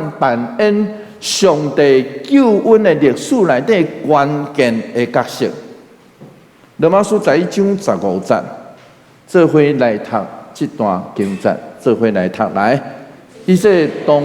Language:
Min Nan Chinese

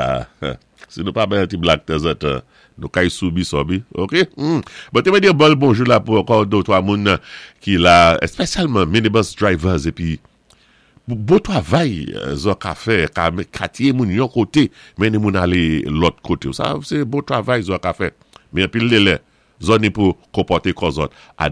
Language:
Saint Lucian Creole French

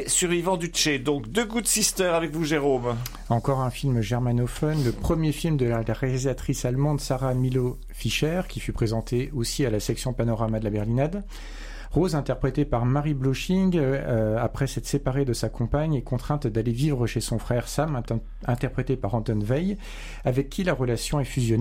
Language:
French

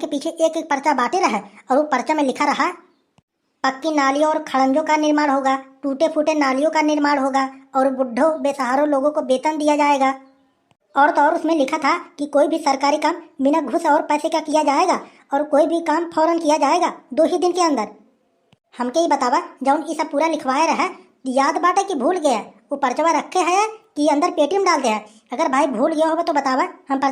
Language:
Awadhi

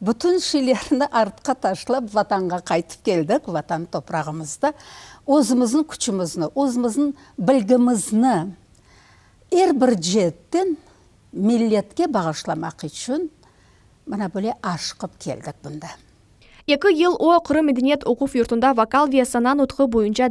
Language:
Crimean Tatar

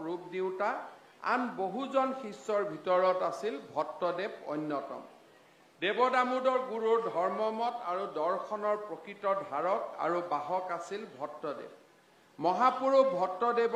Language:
Assamese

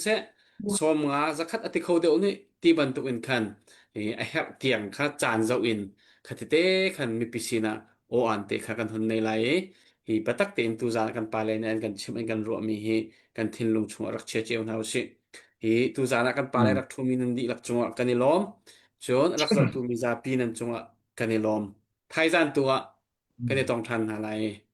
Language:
Hakha Chin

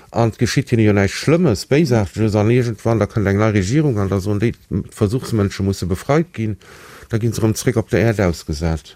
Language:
Luxembourgish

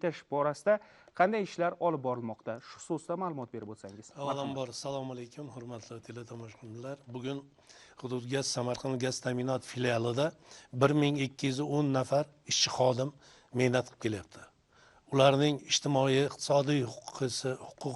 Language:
Uzbek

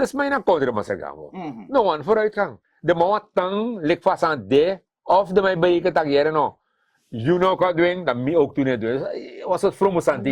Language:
Sranan Tongo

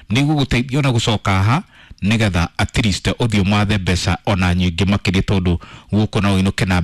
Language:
Kikuyu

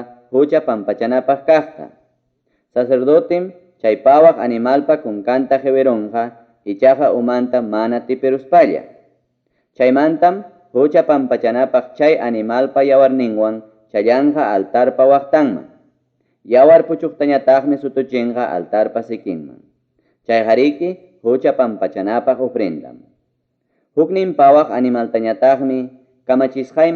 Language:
Ayacucho Quechua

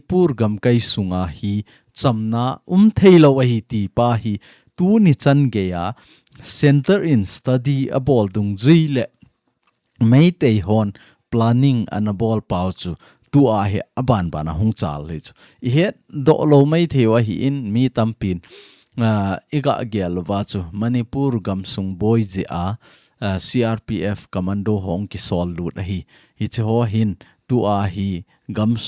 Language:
Thado Chin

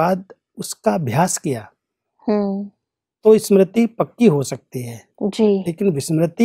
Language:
Hindi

